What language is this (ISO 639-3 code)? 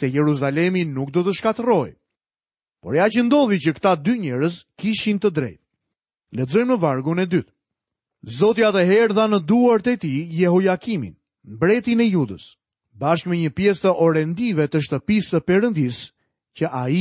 sqi